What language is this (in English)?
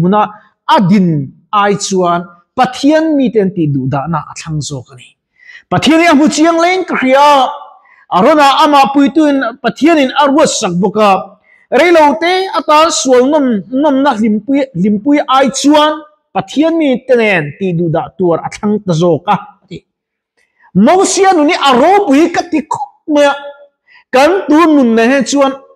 Mizo